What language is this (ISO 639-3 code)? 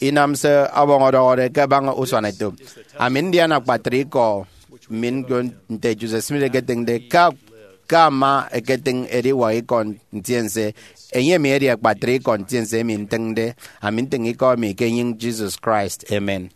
efi